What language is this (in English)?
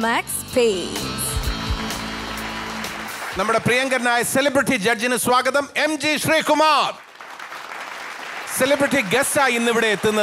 Malayalam